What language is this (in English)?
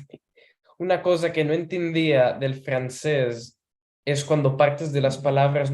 Ladino